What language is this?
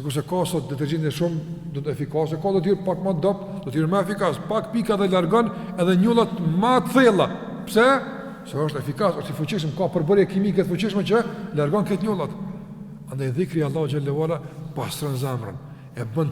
Albanian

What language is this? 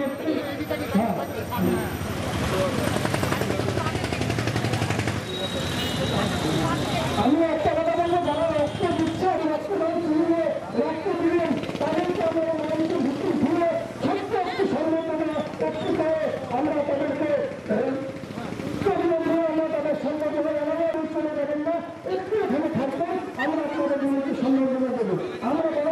Bangla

